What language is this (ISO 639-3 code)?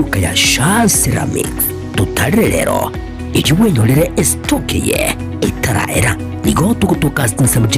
guz